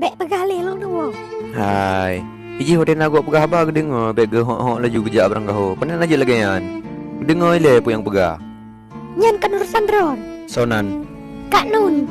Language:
Achinese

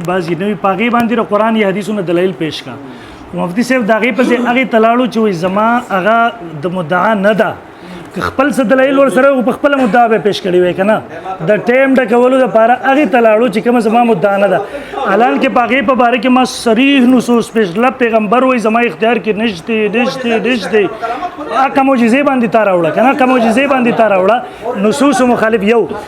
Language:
Pashto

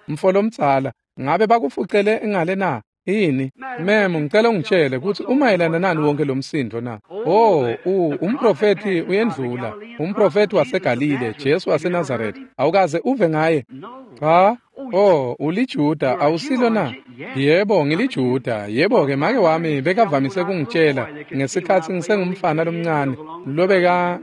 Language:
Swati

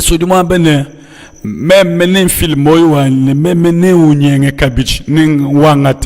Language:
Luba-Lulua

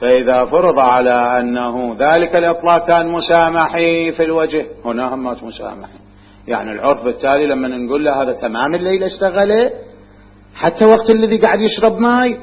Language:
Mesopotamian Arabic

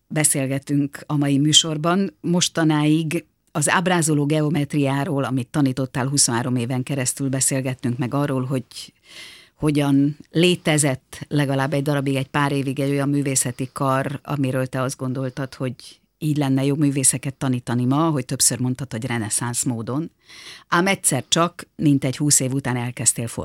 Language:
Hungarian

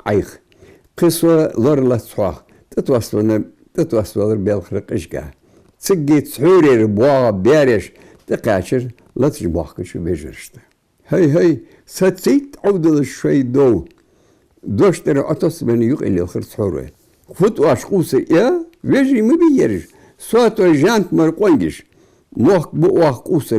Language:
Ingush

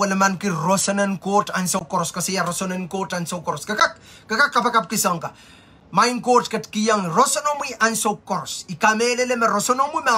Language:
Pohnpeian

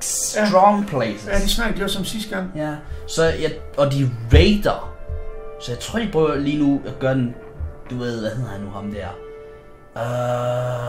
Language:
Danish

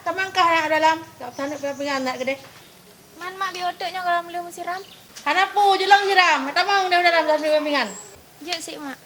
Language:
Achinese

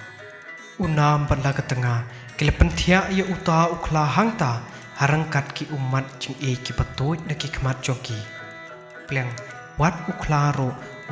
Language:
Khasi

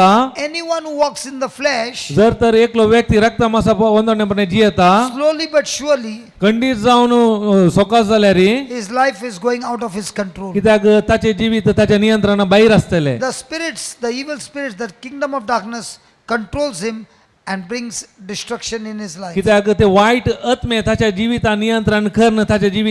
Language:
Konkani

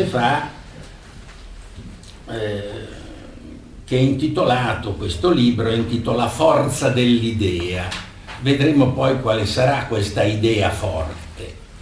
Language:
Italian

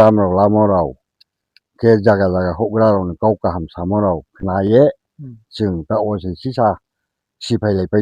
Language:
Riang (India)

